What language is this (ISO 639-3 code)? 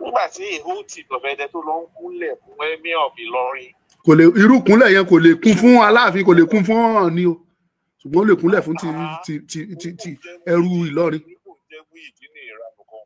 yor